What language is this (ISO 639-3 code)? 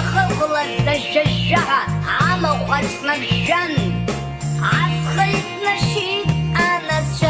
abk